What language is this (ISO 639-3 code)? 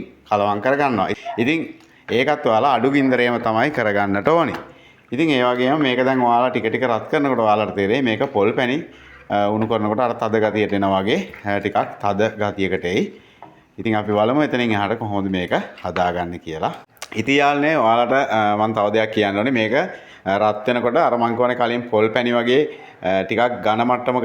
sin